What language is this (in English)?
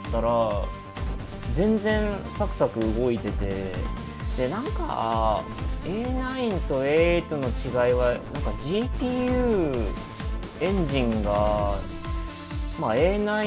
Japanese